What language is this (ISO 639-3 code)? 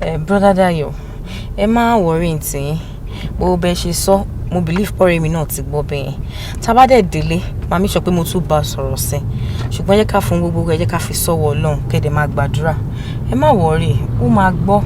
yor